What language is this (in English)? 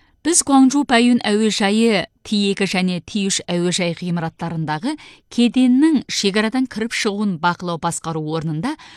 Kazakh